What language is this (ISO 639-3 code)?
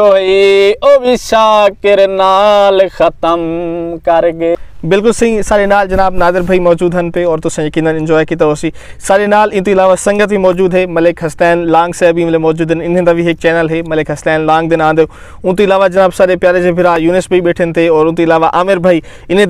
skr